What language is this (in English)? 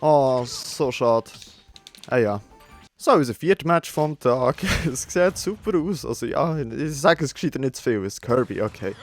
Swiss German